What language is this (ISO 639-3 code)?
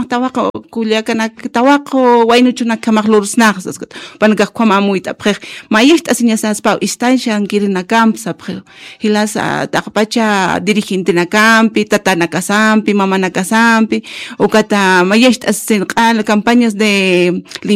aym